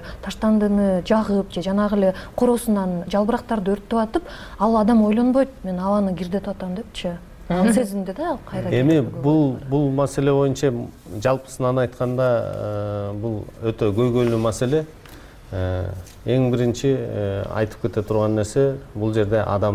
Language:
Kyrgyz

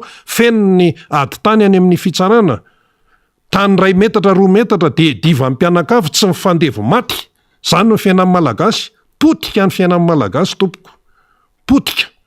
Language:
Malagasy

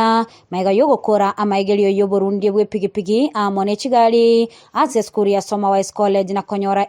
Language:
Gusii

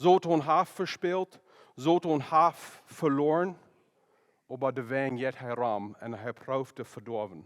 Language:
Plautdietsch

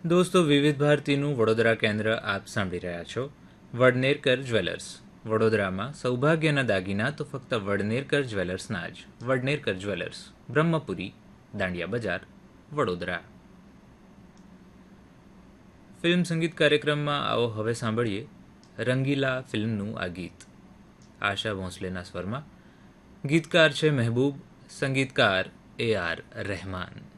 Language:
Gujarati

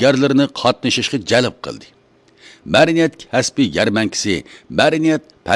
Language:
Uyghur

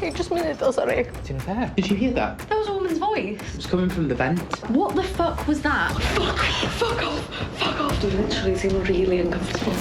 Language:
Welsh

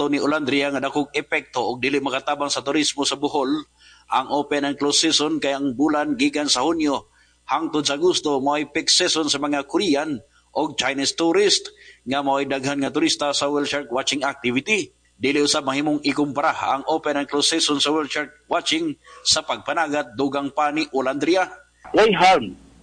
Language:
Cebuano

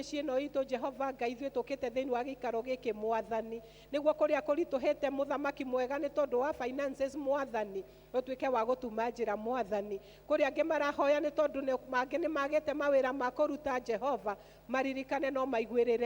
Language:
Kikuyu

